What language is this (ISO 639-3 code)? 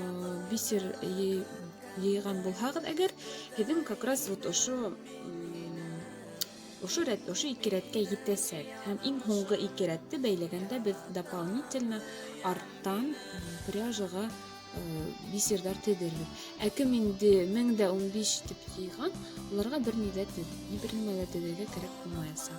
bak